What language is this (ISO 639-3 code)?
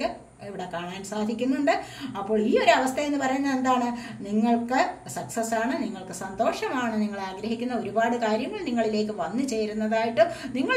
mal